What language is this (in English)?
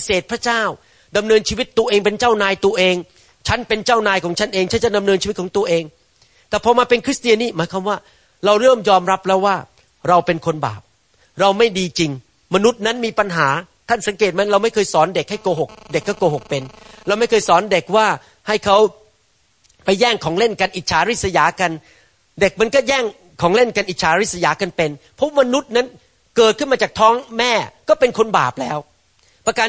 Thai